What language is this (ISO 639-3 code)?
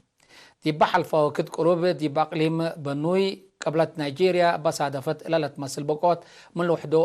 tig